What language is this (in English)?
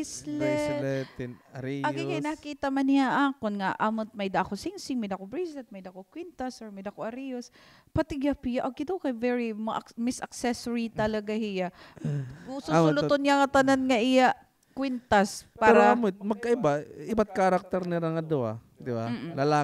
Waray